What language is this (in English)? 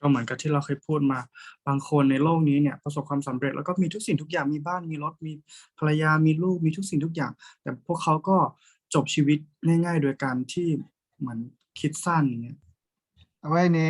S'gaw Karen